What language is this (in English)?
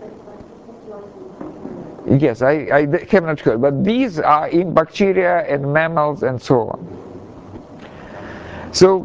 English